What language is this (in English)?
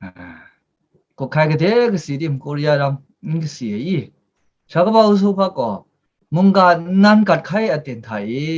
Kachin